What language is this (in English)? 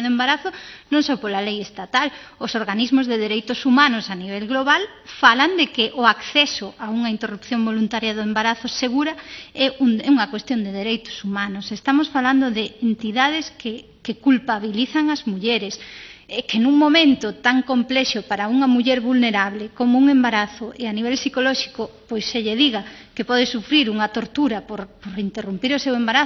Galician